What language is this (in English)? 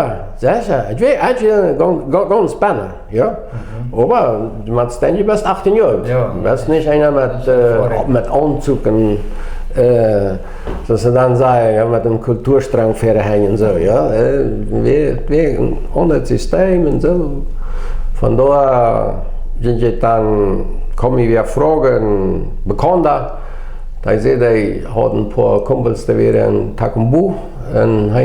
Plautdietsch